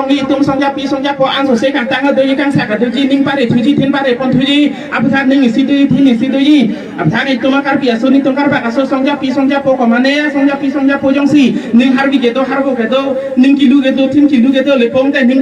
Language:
Karbi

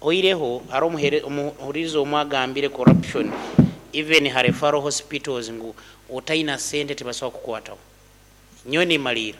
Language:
Nyankole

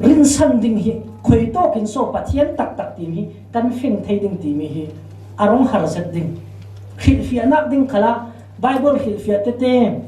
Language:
Falam Chin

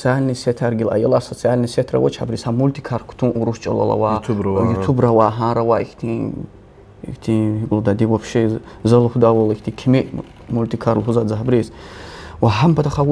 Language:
Lezghian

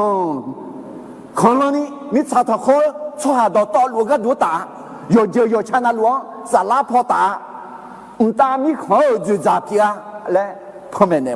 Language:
Akha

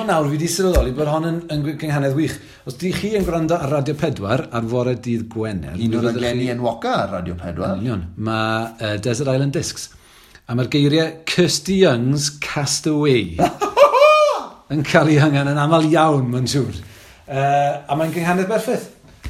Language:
Welsh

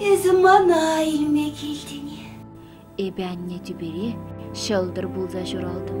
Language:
Chuvash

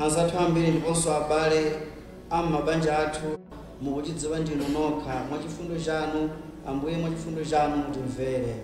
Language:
Nyanja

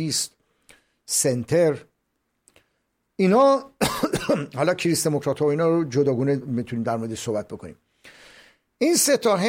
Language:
Persian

